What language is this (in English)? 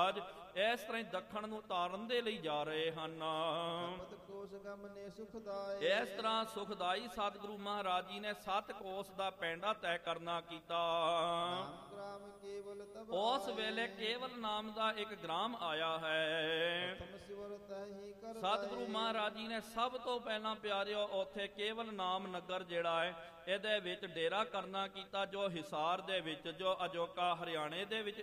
Punjabi